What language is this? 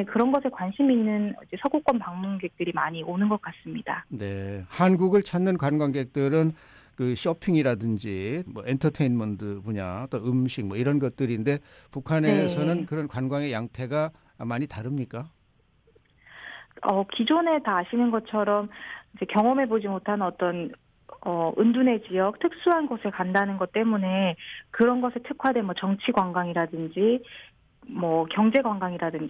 Korean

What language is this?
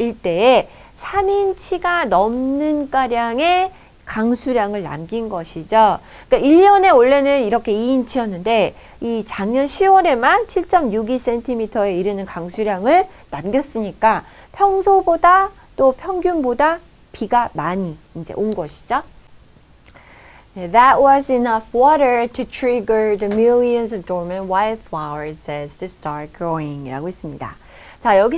Korean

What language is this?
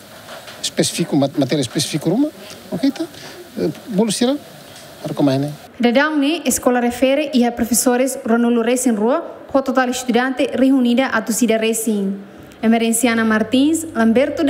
Tetum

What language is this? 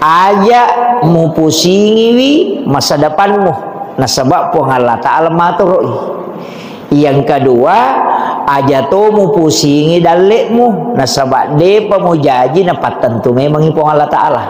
Buginese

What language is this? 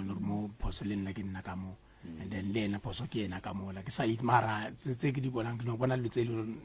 Northern Sotho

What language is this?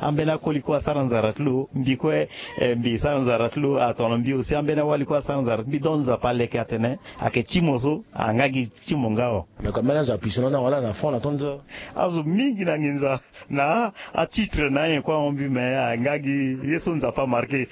Sango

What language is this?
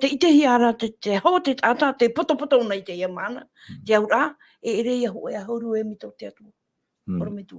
Tahitian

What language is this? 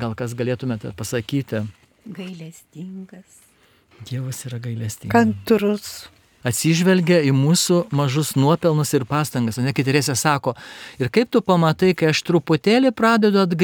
Lithuanian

